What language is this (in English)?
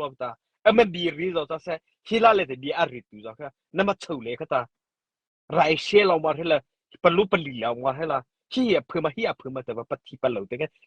Mara Chin